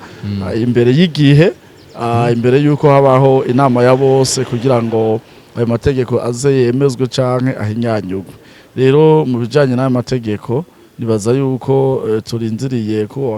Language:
Rundi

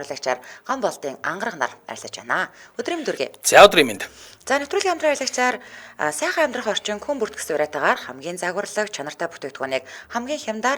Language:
Mongolian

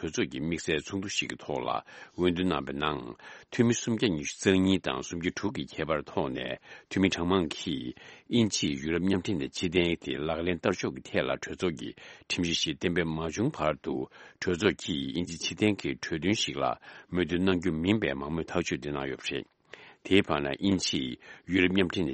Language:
Tibetan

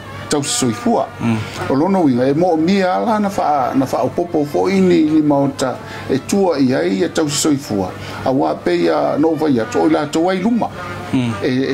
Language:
Samoan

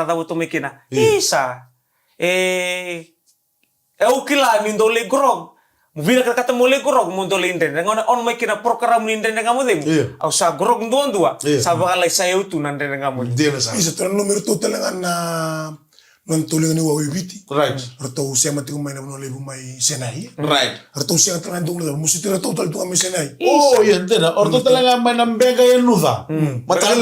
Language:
Fijian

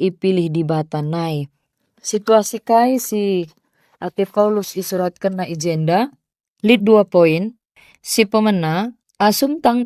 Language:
Batak Karo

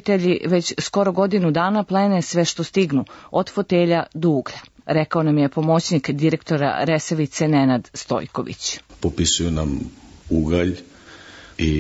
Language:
Serbian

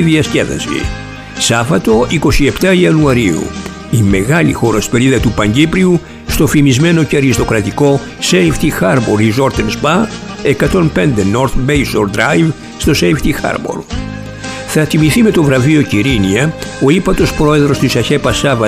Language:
Greek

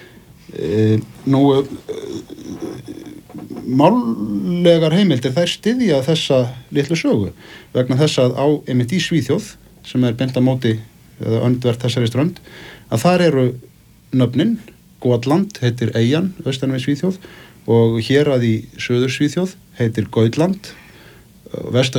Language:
Icelandic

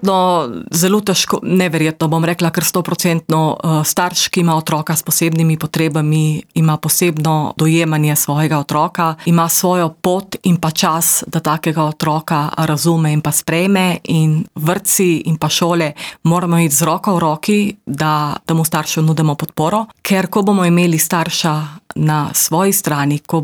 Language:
Slovenian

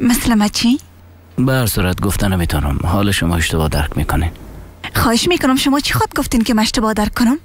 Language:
Persian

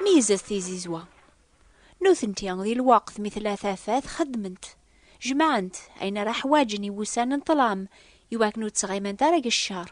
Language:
Kabyle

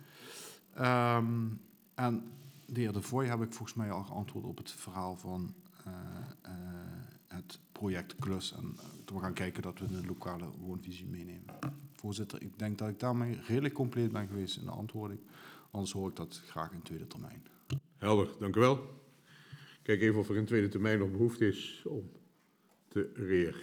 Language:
Dutch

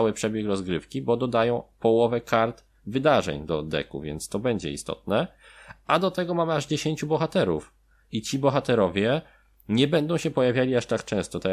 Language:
Polish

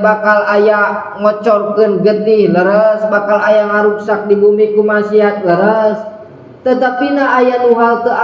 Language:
Sundanese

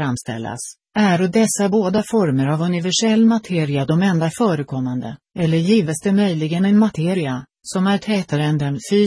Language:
Swedish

